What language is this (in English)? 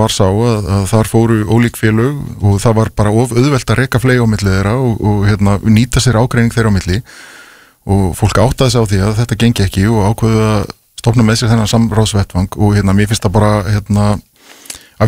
Icelandic